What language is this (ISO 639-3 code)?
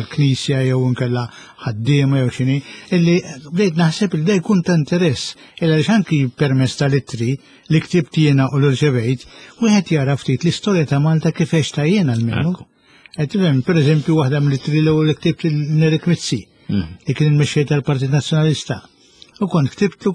mlt